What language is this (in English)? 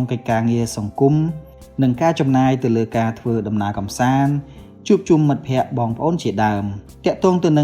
Khmer